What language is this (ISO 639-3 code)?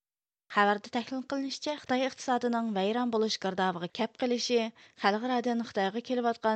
uig